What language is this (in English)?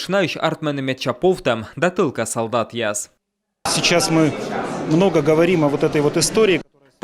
Komi